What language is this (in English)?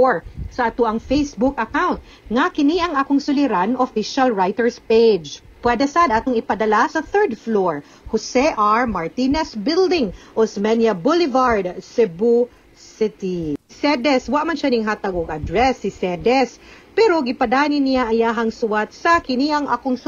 Cebuano